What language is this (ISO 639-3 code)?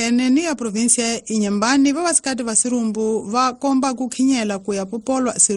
tso